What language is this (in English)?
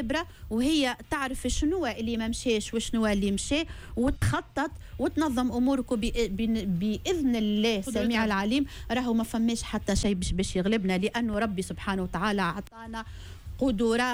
Tunisian Arabic